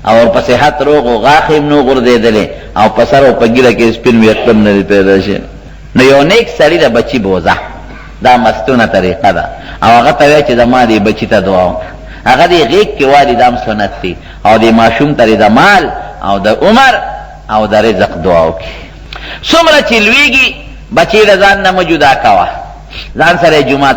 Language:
Pashto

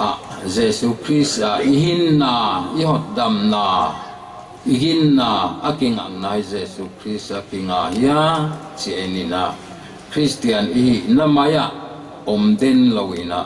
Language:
Paite Chin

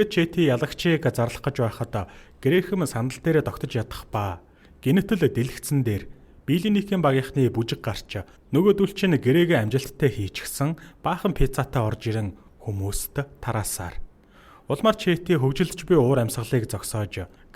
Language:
Mongolian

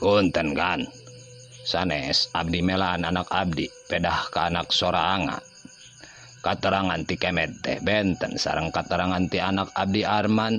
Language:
Sundanese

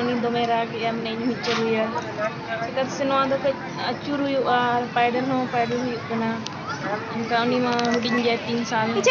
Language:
Santali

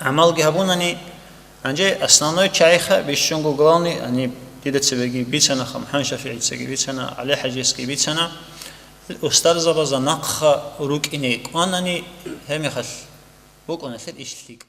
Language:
Avaric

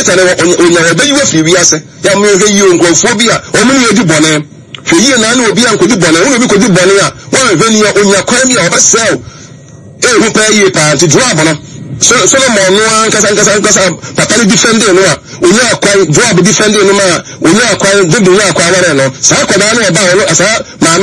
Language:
Akan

